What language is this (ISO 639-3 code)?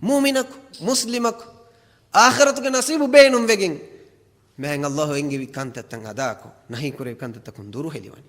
div